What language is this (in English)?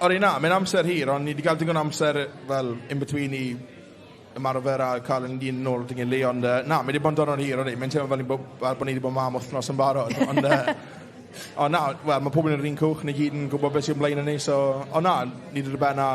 Welsh